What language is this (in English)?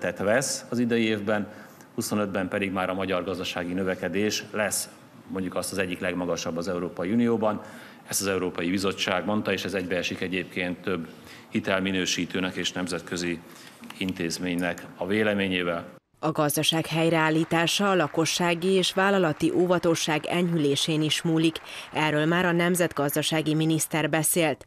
Hungarian